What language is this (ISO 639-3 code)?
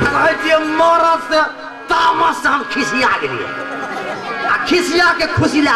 mai